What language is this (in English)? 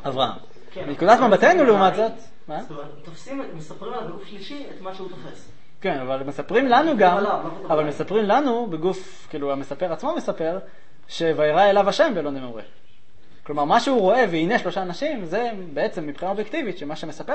Hebrew